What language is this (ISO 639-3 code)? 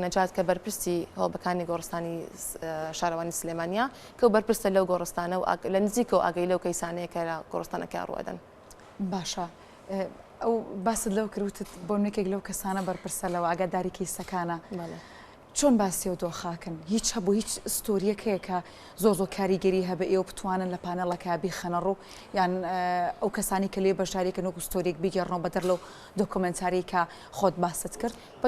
ckb